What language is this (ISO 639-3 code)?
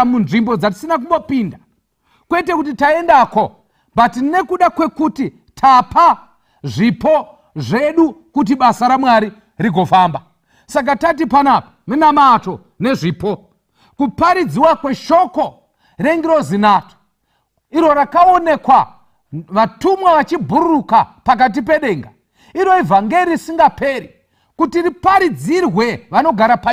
sna